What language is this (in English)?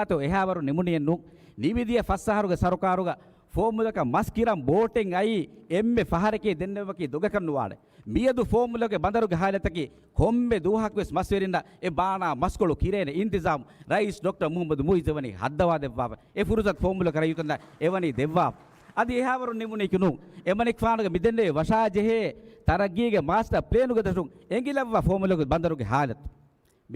Divehi